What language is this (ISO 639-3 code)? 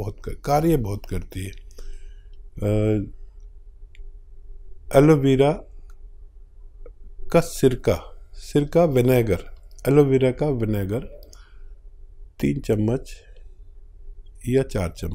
hin